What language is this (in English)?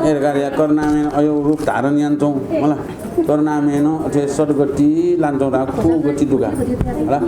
Newari